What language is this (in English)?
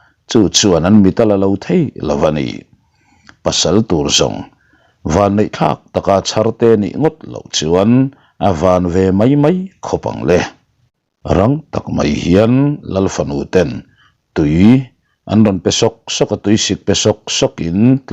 Mizo